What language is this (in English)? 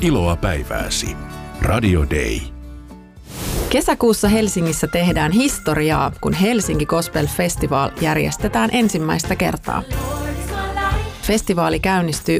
Finnish